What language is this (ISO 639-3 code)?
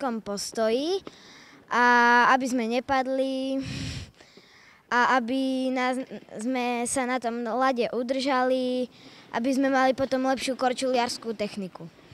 slk